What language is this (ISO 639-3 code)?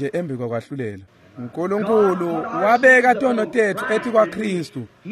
ssw